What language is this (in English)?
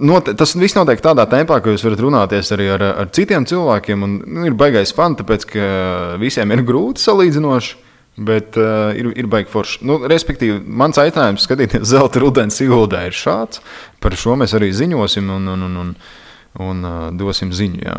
Latvian